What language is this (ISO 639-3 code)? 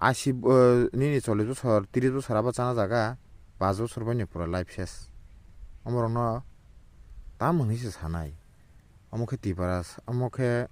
trp